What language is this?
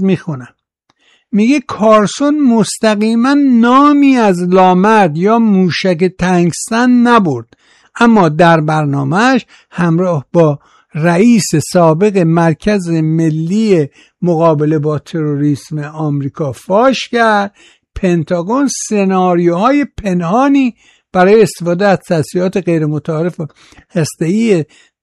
Persian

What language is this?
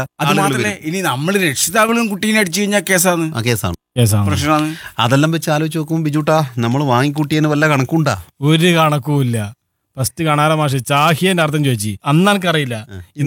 Malayalam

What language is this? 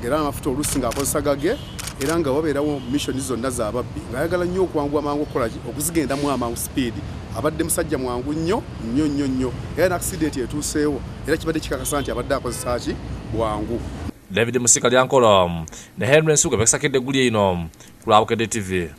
Ganda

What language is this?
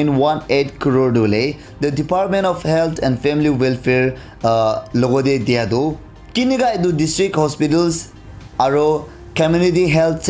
Naga Pidgin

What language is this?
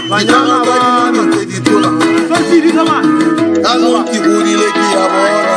Tswana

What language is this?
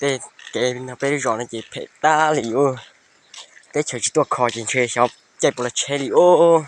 Hmong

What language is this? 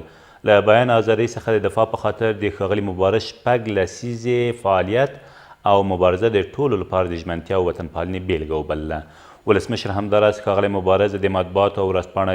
Pashto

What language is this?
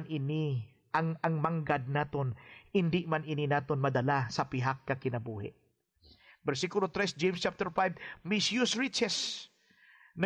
Hiligaynon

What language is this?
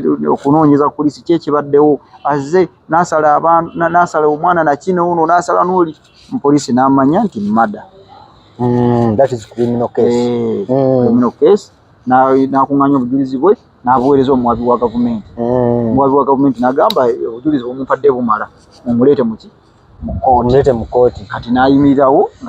Ganda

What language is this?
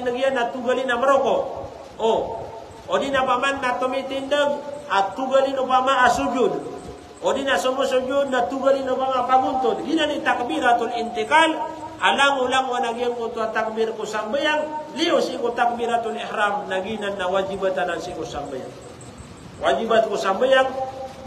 Maranao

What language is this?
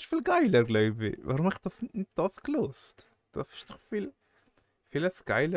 Swiss German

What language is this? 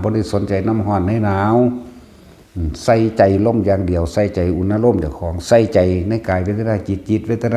Northeastern Thai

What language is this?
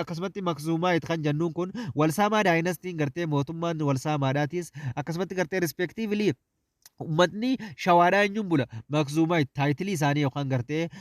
Oromo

